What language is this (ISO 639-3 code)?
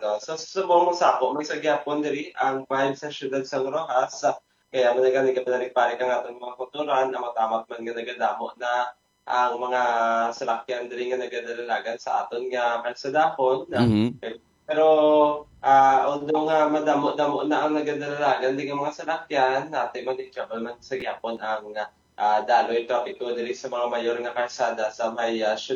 hil